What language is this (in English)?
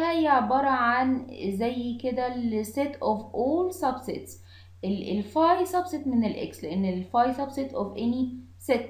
Egyptian Arabic